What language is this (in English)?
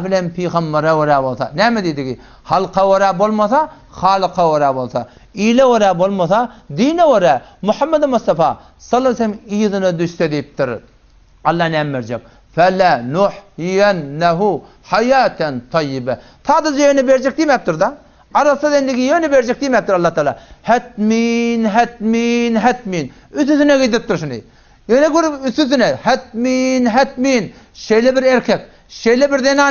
Turkmen